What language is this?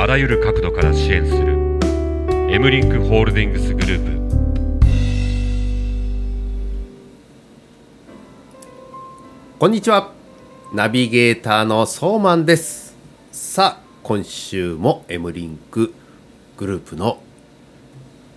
Japanese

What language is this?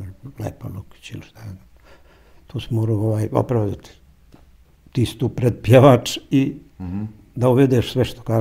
Bosnian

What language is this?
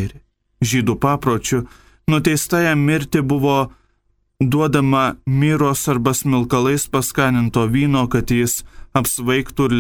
Lithuanian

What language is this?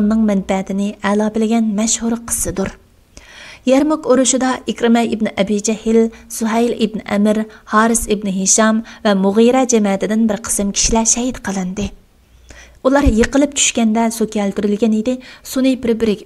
Uyghur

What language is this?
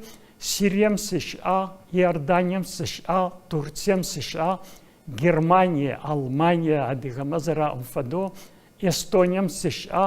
Adyghe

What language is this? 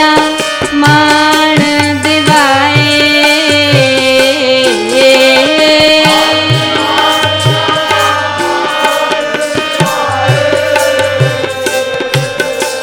Hindi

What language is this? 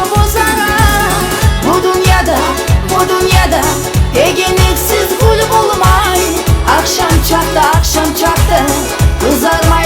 Kumyk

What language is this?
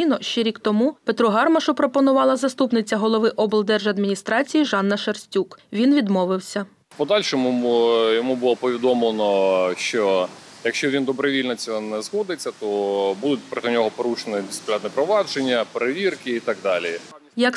Ukrainian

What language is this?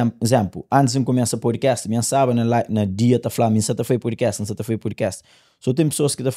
Kabuverdianu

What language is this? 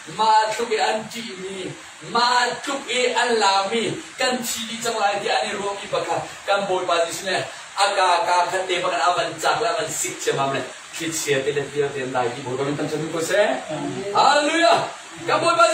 Hakha Chin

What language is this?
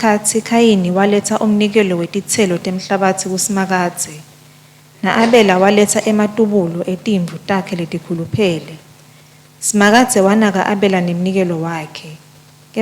Swati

